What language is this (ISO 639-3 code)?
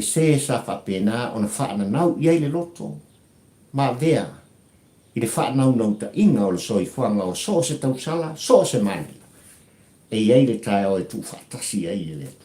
smo